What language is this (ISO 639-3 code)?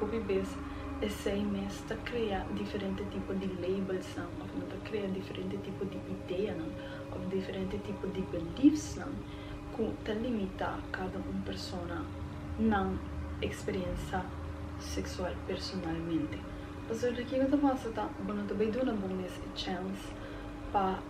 pap